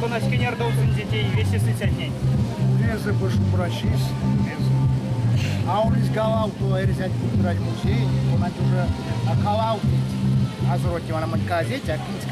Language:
Erzya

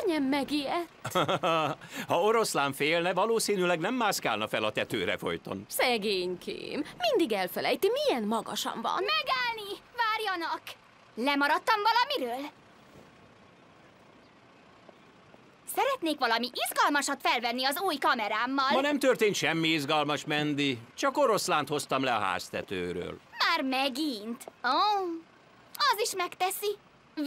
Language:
Hungarian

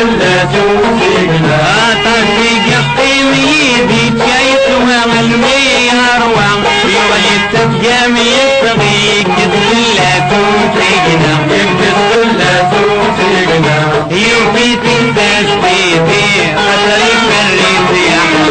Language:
Kabyle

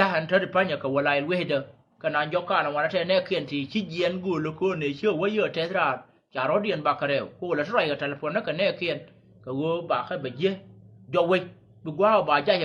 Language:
Nuer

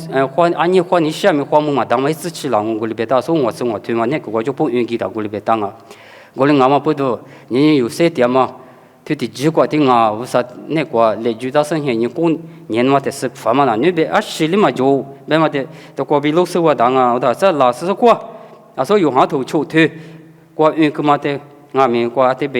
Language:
Lisu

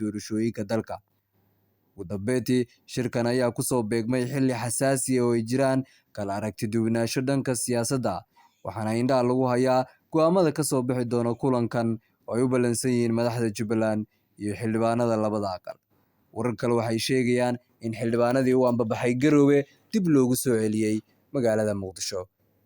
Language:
Somali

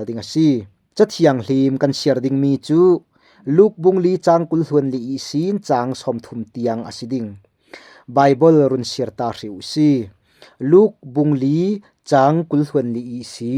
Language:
Falam Chin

